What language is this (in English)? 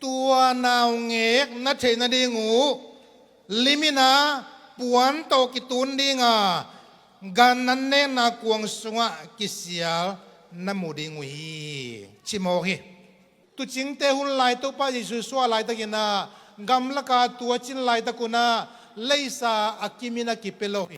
Tedim Chin